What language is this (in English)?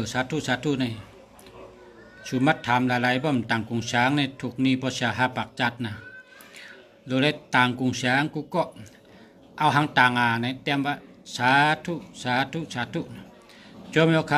Shan